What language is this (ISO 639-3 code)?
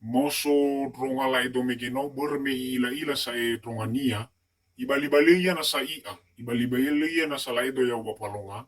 nia